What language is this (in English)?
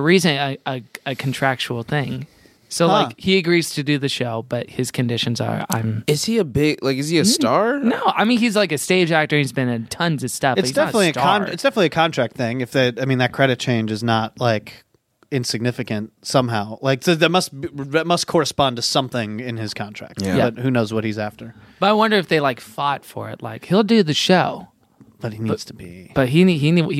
English